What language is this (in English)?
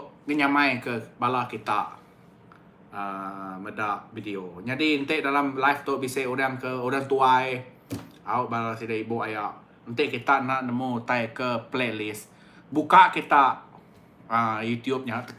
Iban